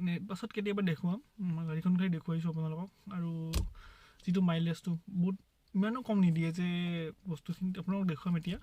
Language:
Assamese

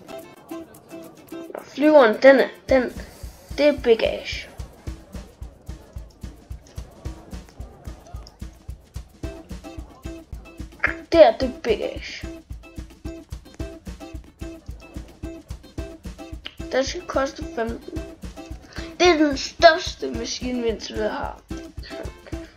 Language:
Danish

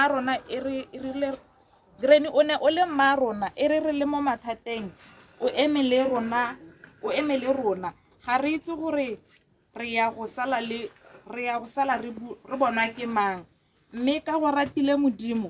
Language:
Tswana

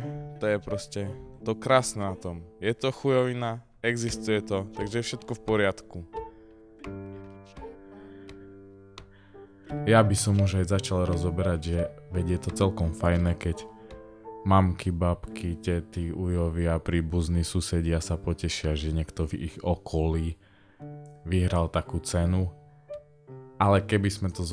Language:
Slovak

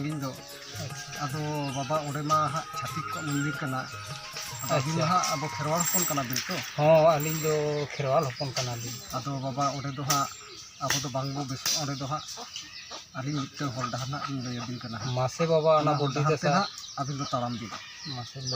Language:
Santali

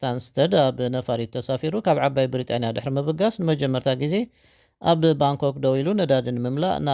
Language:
Tigrinya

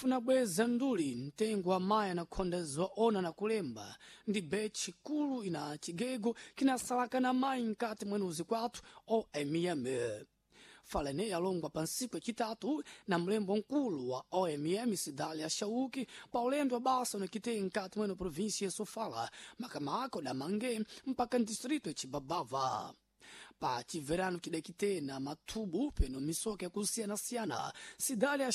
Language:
Sena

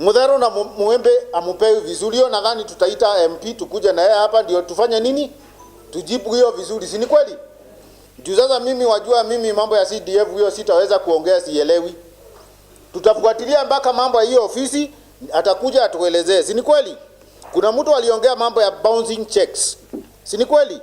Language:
Meru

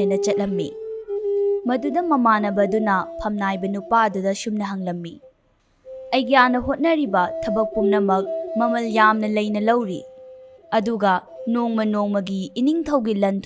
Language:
Manipuri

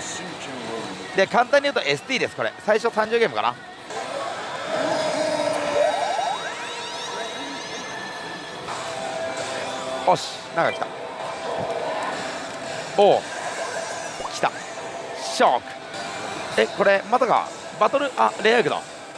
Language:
Japanese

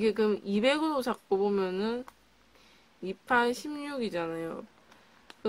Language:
Korean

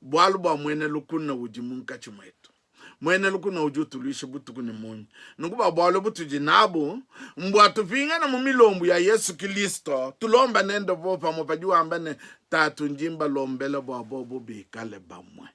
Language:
Luba-Lulua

